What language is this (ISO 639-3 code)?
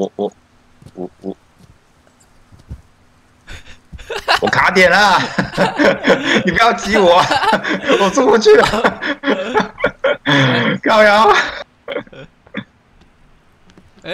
zho